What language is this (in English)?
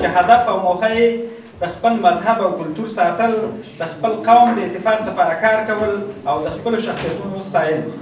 Pashto